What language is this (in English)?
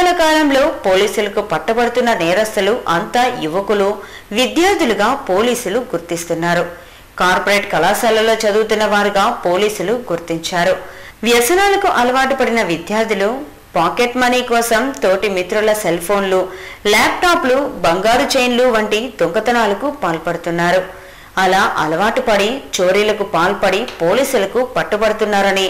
Telugu